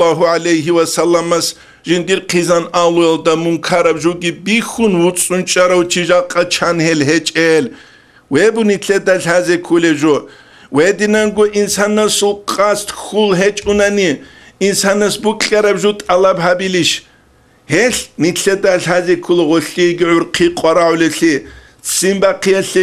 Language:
Avaric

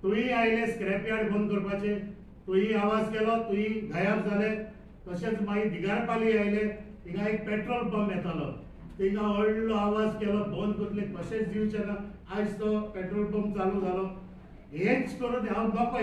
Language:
Konkani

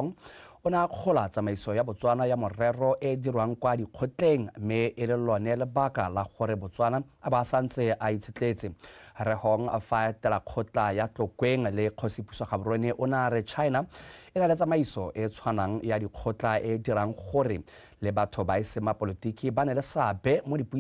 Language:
Tswana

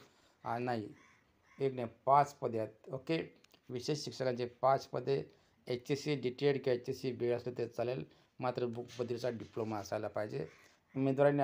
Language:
Marathi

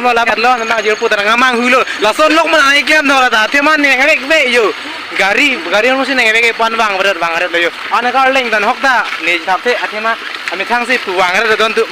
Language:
Karbi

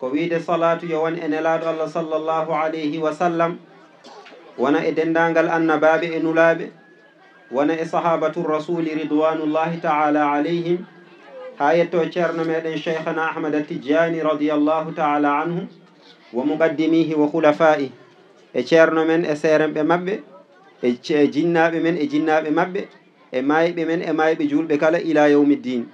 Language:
Fula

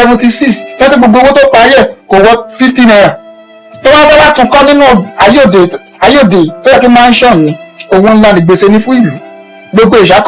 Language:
Yoruba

